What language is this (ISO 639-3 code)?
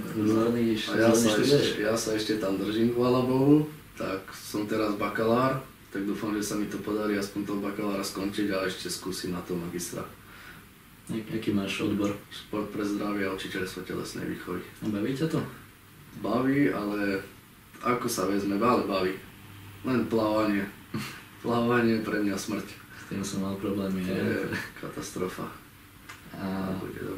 slk